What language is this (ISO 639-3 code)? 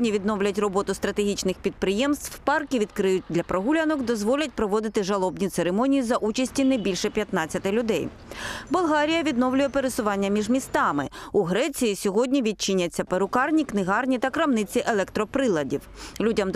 ukr